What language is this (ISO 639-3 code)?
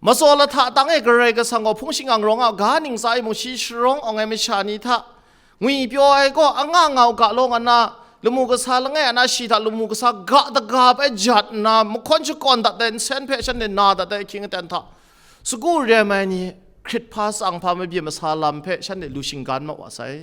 kac